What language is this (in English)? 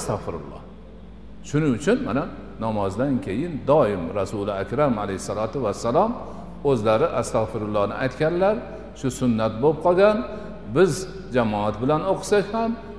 Uzbek